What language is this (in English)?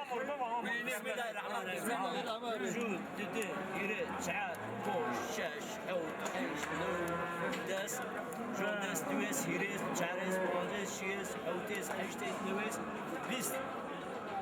Zaza